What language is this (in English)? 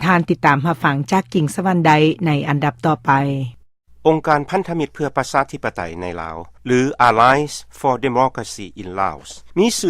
Lao